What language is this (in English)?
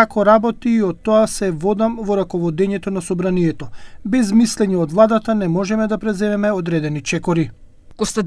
Macedonian